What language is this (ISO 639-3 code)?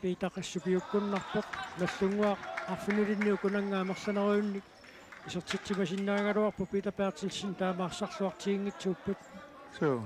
kal